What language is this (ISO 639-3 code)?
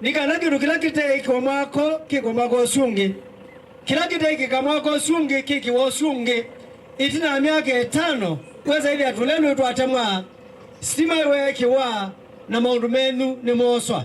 kam